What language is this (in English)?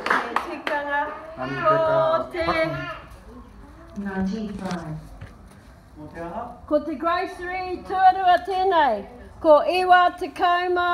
Māori